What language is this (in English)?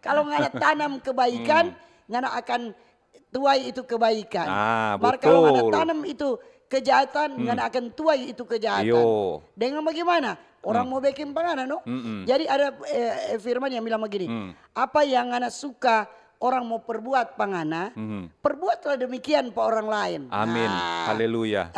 Manado Malay